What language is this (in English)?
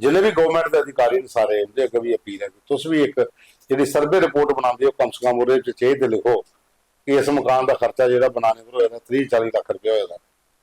Dogri